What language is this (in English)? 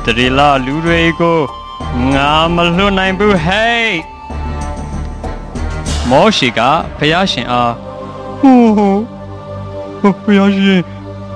Burmese